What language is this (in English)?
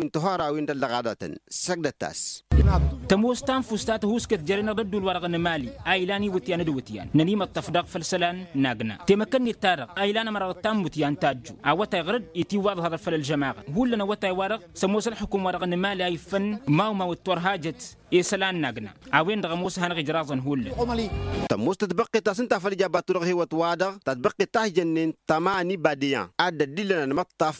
Tamasheq